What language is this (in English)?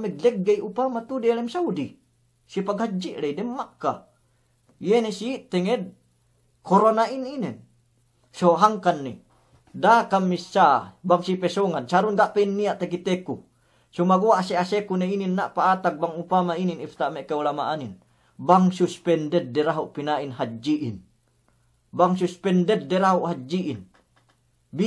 Yakan